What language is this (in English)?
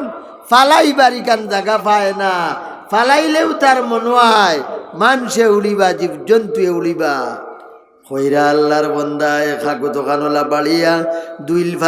Sylheti